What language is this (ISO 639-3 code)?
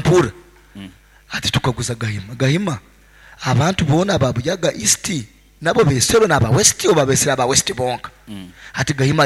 nyo